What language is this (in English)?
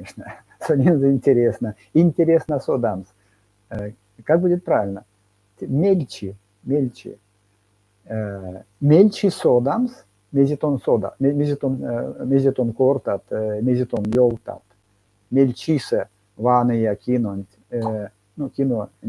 Erzya